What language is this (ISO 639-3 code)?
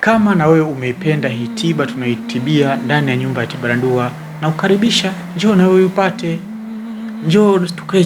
swa